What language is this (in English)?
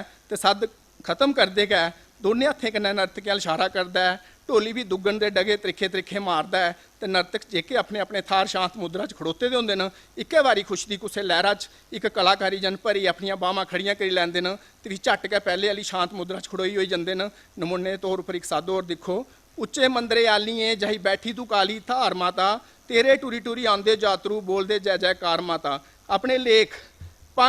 Dogri